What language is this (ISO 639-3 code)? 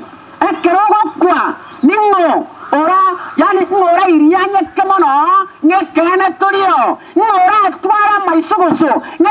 guz